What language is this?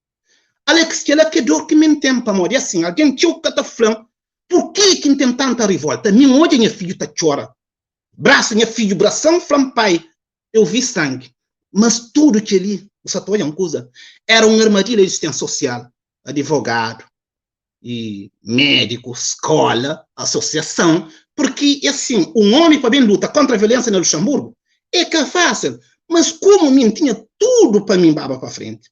Kabuverdianu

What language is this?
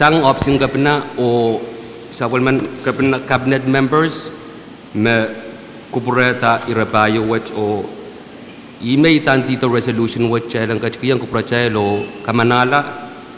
Pohnpeian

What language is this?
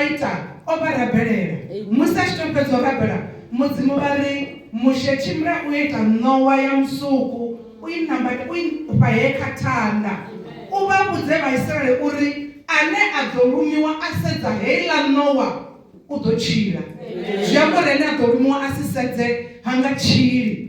Venda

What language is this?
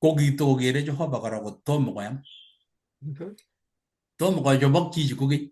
Kalenjin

